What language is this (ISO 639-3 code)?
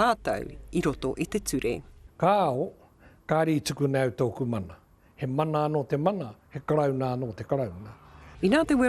mri